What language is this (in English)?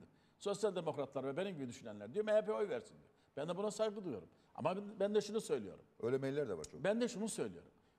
Turkish